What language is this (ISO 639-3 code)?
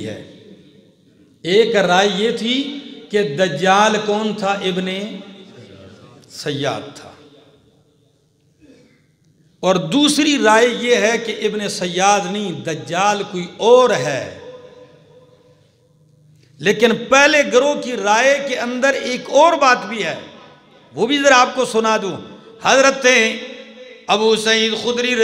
urd